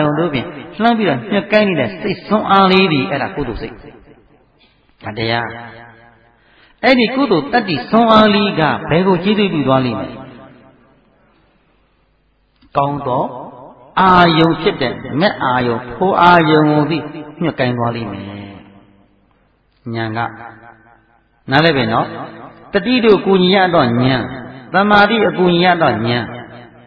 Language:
Burmese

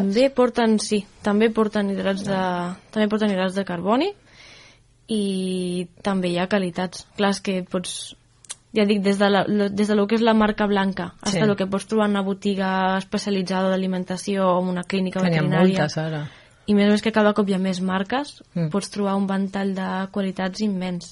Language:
Catalan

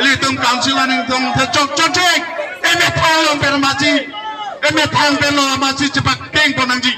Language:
Karbi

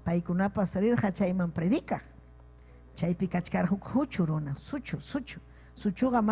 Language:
Ayacucho Quechua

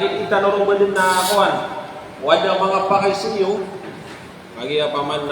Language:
Maranao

